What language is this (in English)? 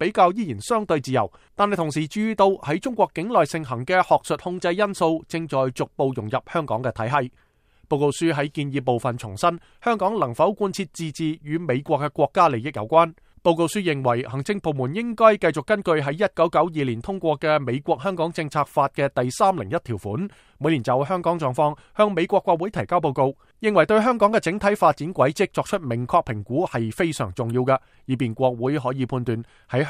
Cantonese